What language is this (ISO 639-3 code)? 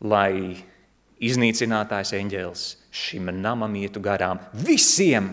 lav